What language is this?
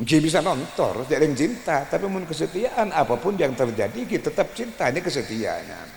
Madurese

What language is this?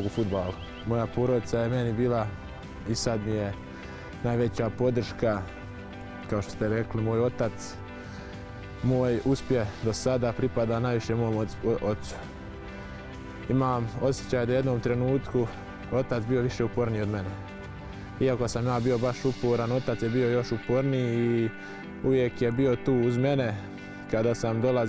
Bosnian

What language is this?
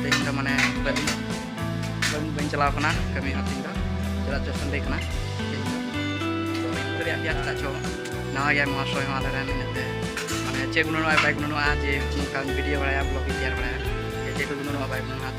Santali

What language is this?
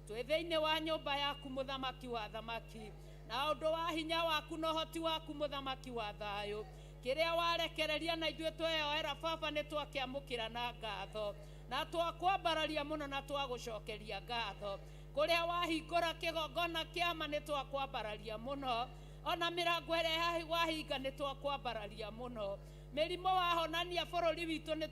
Kikuyu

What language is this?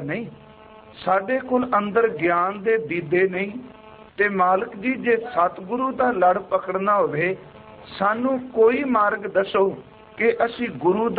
Punjabi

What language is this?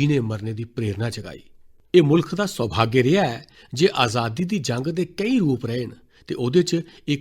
Dogri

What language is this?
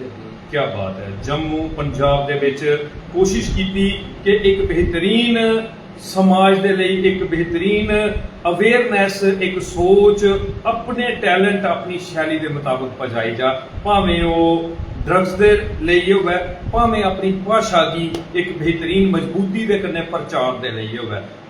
Dogri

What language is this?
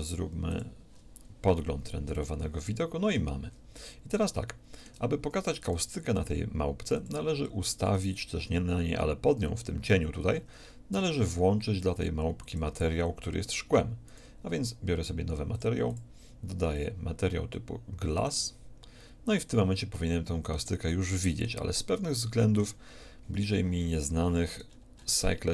Polish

